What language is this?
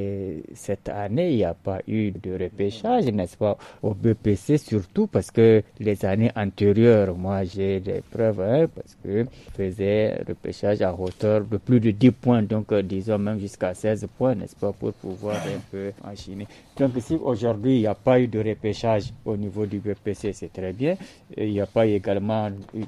French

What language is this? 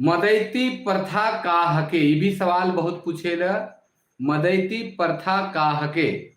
Sadri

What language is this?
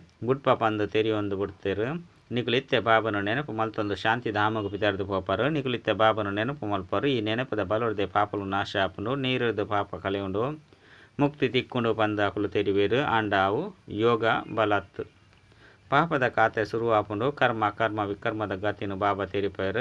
Tulu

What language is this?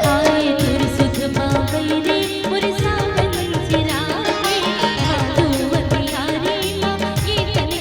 Chhattisgarhi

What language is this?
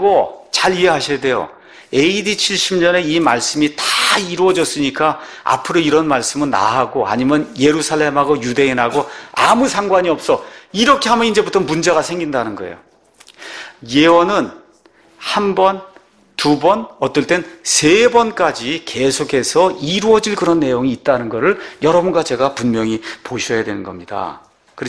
Korean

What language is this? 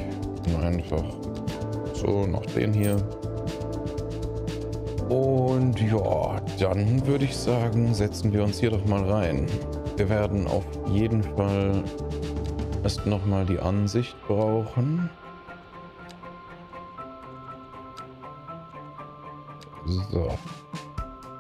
German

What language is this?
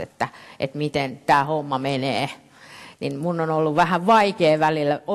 Finnish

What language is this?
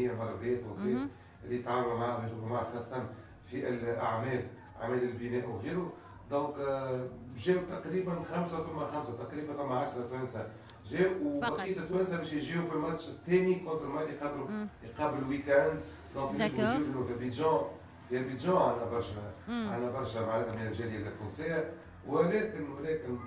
Tunisian Arabic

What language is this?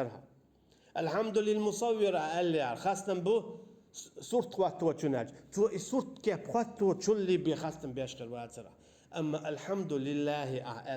Chechen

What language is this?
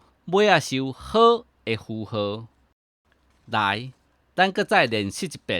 Min Nan Chinese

